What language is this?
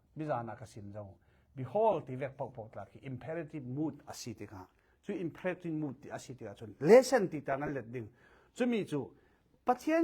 Falam Chin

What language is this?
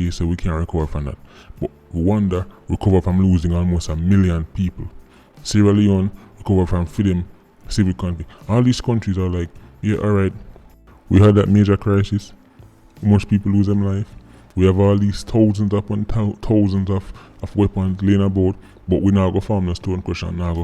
Jamaican Creole English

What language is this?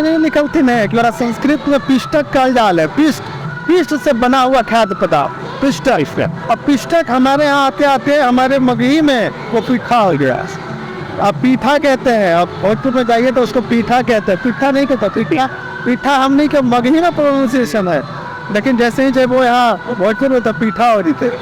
Magahi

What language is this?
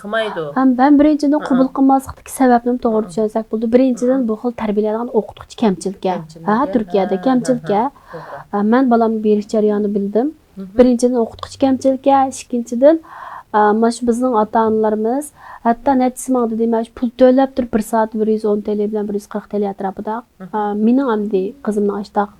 Uyghur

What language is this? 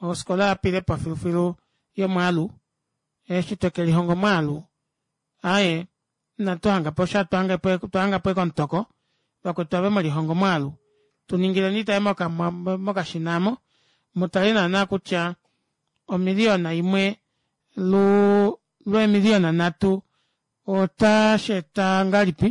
Kuanyama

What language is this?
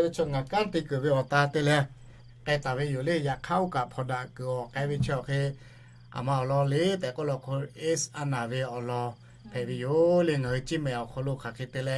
Lahu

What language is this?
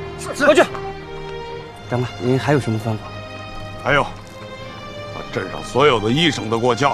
Chinese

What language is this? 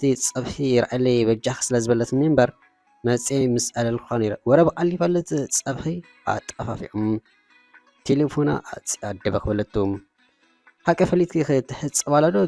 Tigrinya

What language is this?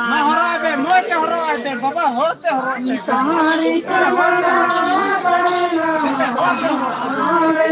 Santali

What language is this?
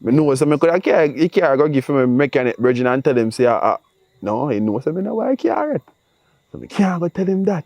Jamaican Creole English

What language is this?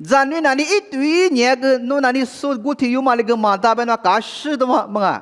Lisu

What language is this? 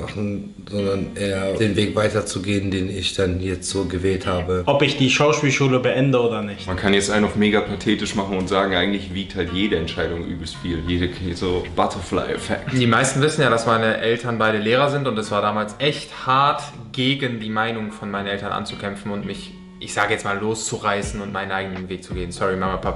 Swiss German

